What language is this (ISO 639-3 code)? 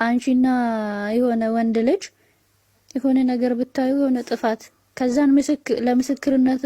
amh